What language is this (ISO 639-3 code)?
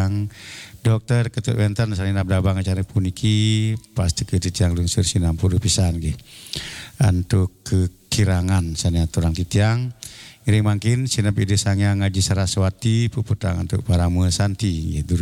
ban